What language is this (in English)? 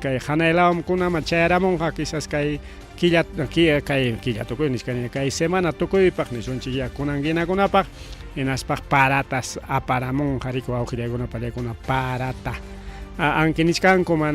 Ayacucho Quechua